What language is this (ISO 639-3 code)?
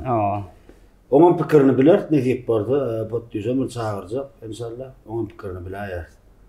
tuk